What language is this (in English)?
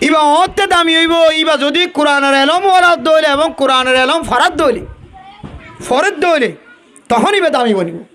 Rohingya